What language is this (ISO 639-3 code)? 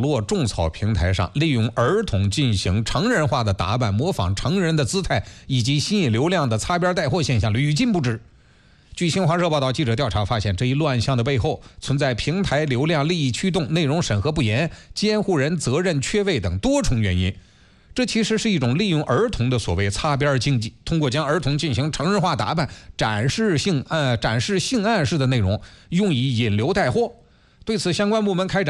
zho